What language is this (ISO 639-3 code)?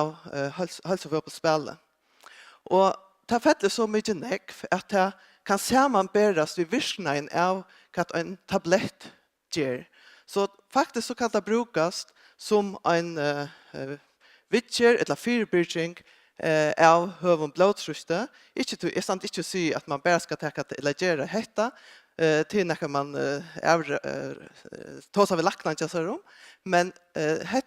fao